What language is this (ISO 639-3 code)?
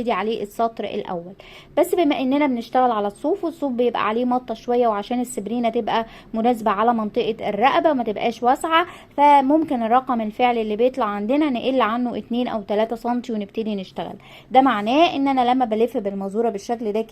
arz